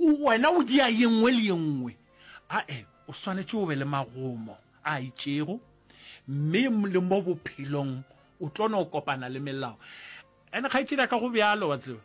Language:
Northern Sotho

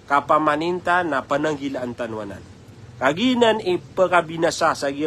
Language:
Maranao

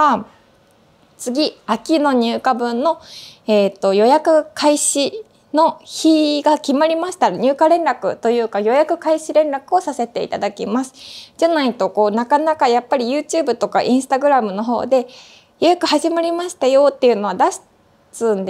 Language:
Japanese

